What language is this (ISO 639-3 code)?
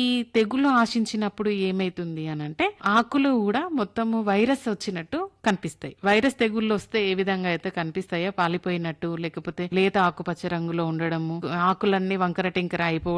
tel